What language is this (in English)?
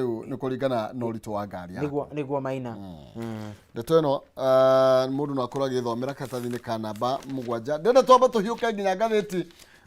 Kikuyu